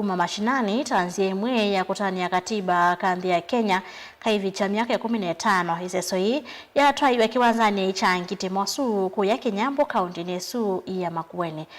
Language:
Kamba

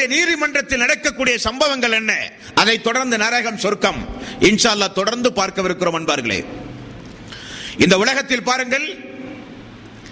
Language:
Tamil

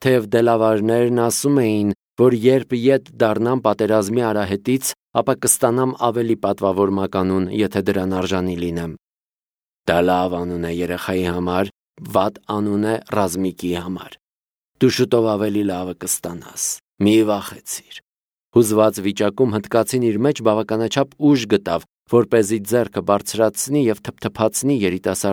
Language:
Armenian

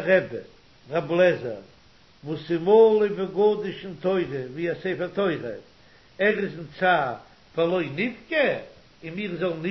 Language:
Yiddish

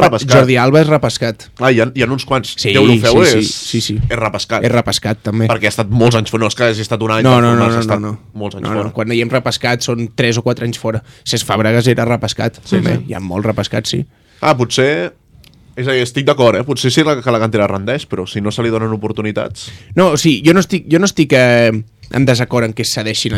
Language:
Catalan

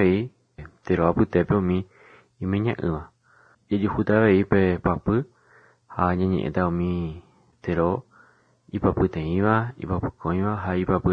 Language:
Guarani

